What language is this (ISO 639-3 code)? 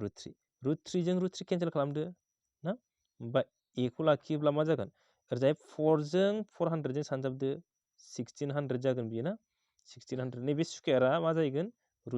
brx